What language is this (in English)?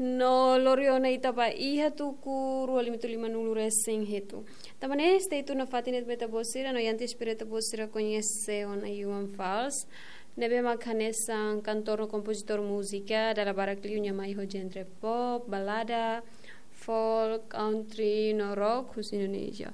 Tetum